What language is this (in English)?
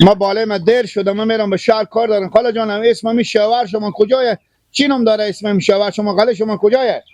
Hazaragi